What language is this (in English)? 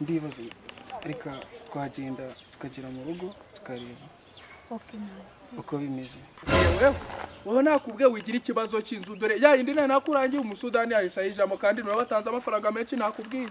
Kinyarwanda